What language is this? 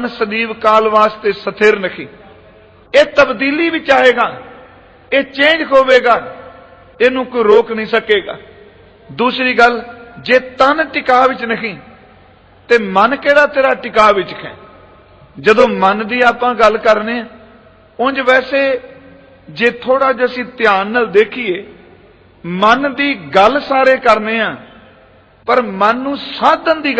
Punjabi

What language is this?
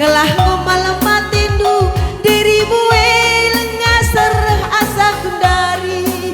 Batak Karo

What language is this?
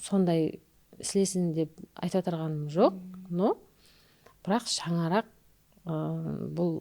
Kara-Kalpak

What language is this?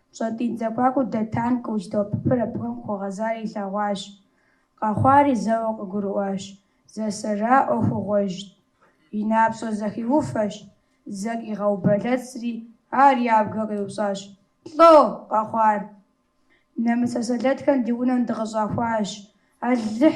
Kabardian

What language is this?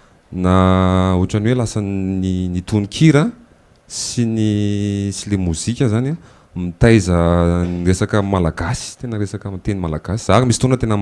Malagasy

